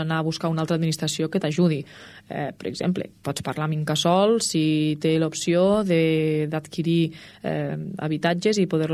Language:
Catalan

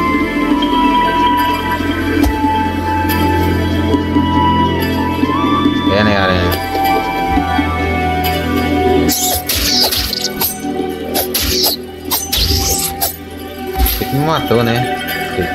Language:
Portuguese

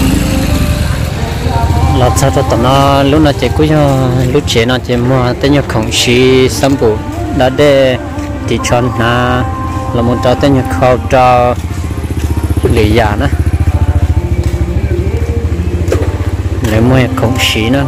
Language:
Vietnamese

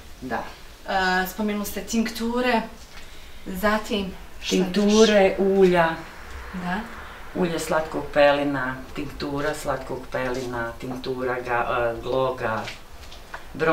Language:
Bosnian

